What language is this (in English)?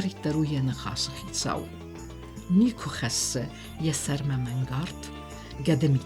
Ossetic